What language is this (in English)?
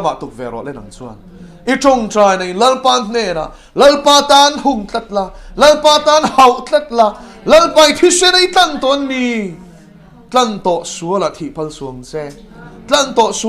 Mizo